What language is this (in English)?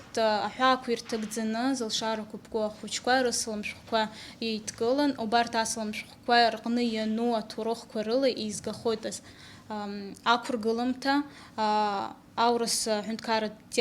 Abkhazian